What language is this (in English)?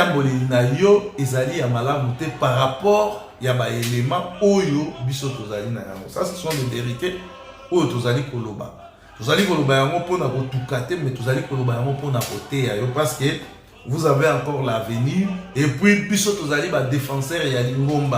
Lingala